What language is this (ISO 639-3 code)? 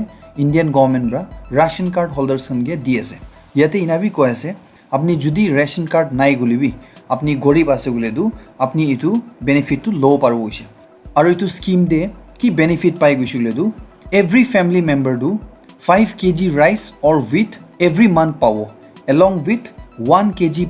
nag